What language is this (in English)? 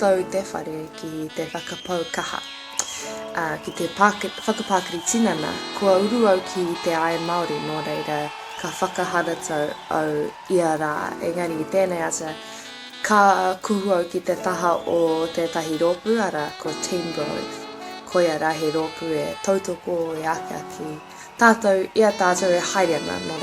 Māori